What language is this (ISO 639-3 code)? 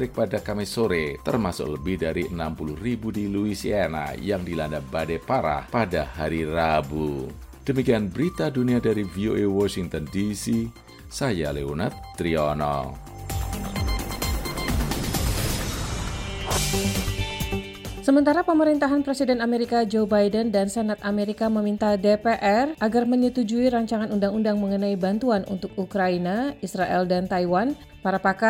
ind